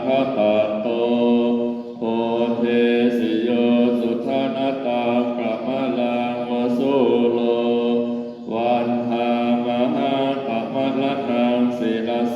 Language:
Pali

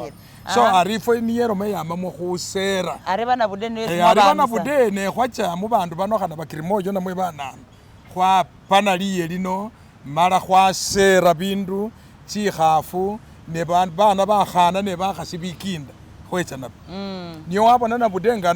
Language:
Masaaba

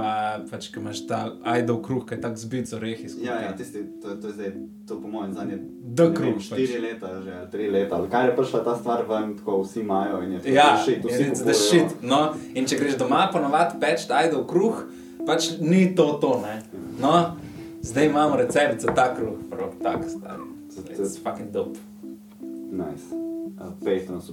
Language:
Slovenian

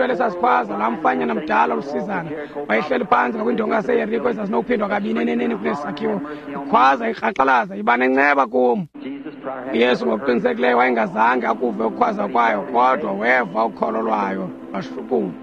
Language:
Xhosa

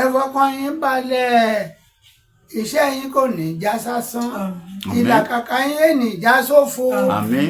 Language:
Yoruba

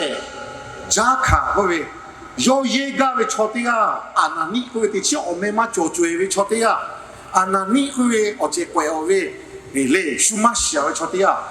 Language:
Lahu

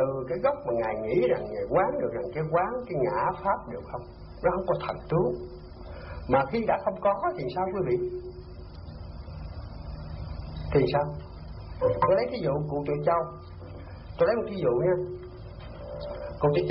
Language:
Vietnamese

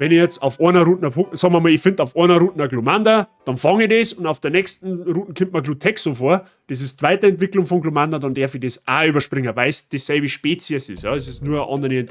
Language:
Bavarian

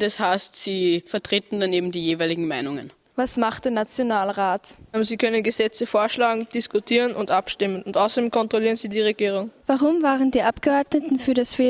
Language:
German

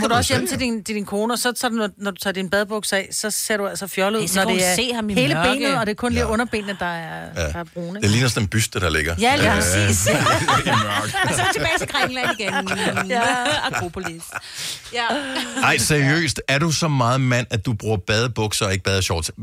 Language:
Danish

